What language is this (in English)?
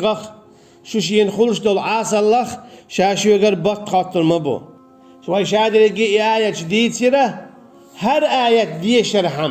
Chechen